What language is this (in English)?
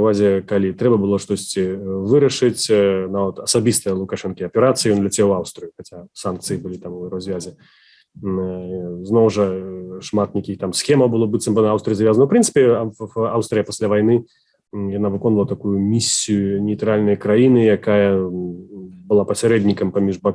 Belarusian